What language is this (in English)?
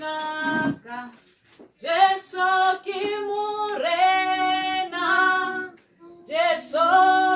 Tswana